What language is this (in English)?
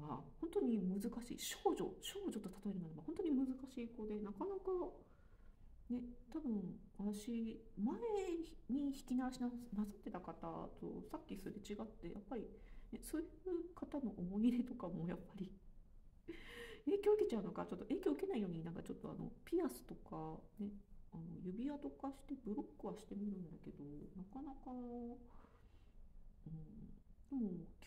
Japanese